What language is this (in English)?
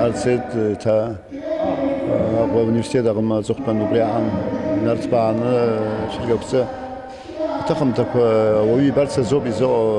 Abkhazian